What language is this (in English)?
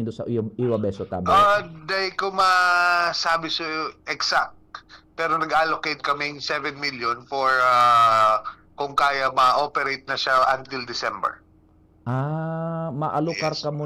Bikol